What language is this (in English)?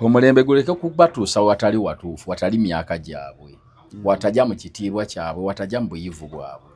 Ganda